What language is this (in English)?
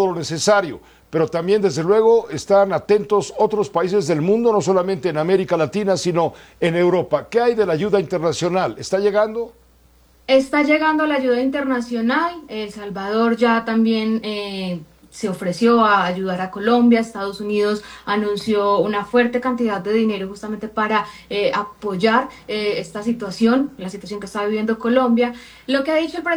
Spanish